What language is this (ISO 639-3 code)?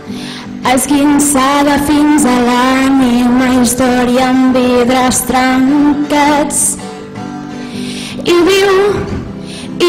cat